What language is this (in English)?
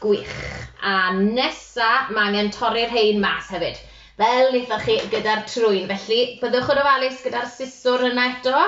Welsh